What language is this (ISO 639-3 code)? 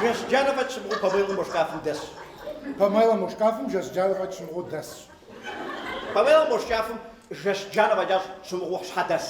kbd